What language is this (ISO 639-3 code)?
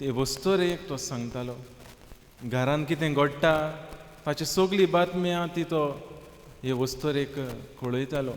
kok